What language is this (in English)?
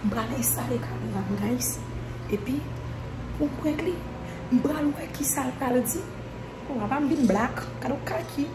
Haitian Creole